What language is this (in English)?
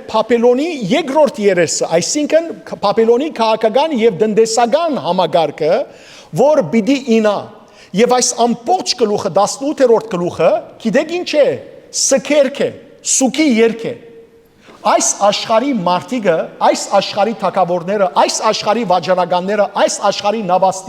Western Armenian